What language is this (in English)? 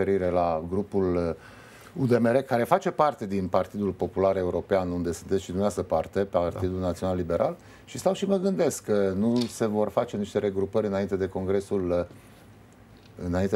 Romanian